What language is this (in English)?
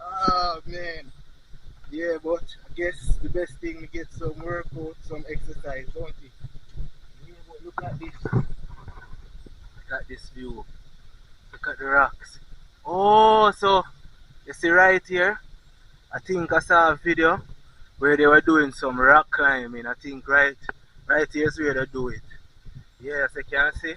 Jamaican Creole English